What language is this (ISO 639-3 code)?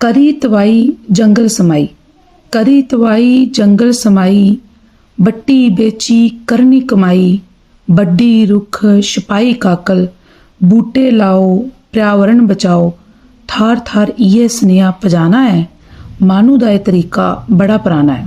doi